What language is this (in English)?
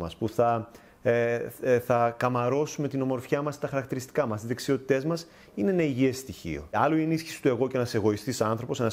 Greek